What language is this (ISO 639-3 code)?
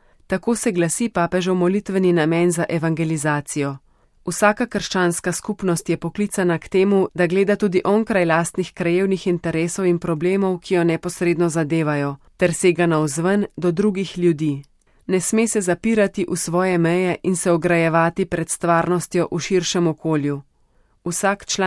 slv